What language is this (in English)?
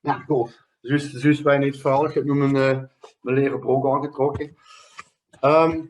Limburgish